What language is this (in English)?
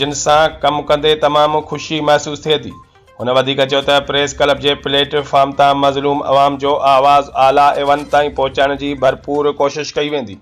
Sindhi